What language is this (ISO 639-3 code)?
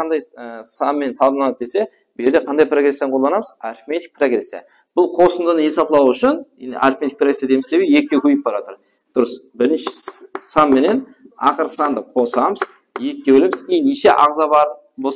kaa